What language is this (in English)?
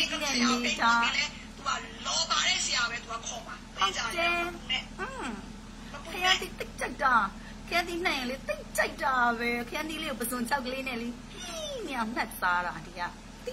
Burmese